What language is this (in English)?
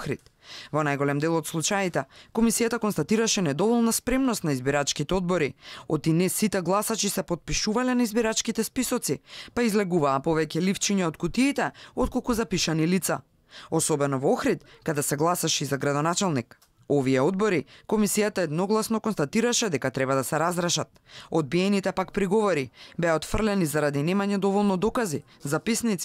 Macedonian